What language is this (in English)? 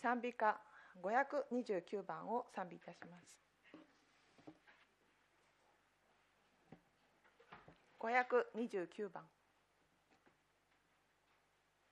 Japanese